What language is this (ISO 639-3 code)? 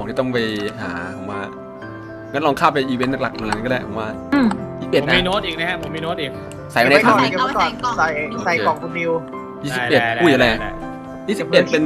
tha